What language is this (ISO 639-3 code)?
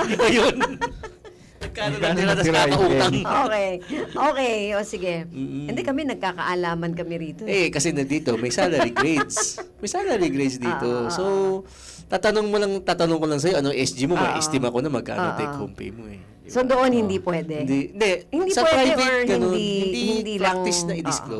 fil